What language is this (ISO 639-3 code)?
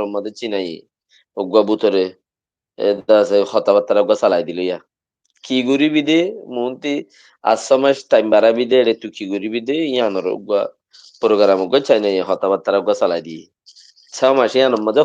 rhg